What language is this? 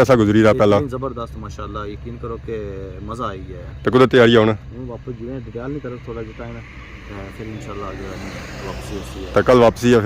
Pahari-Potwari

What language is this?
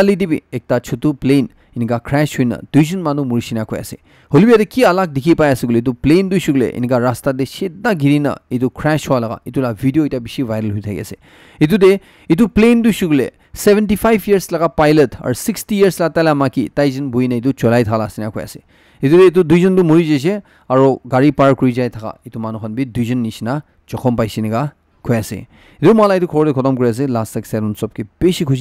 Naga Pidgin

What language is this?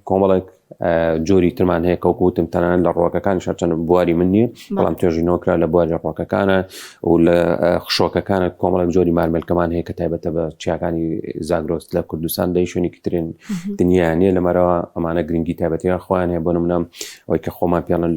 Central Kurdish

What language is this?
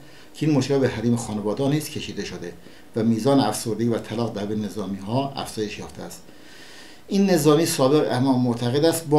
Persian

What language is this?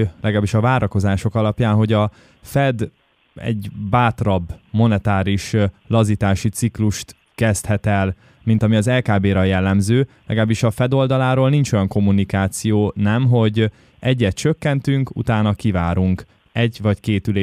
Hungarian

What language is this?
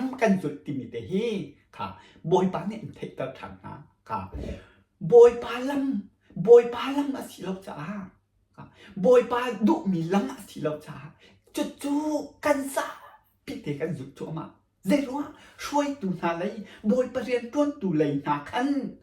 Hakha Chin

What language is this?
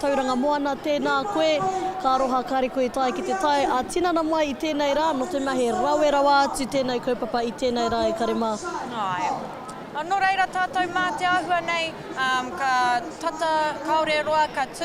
Māori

